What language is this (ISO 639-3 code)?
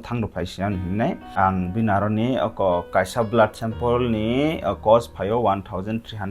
trp